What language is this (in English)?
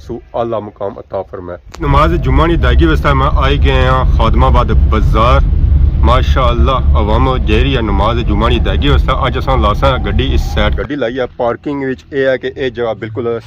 Pahari-Potwari